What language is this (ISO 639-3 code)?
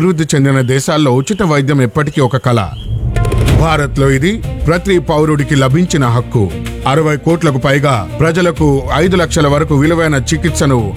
tel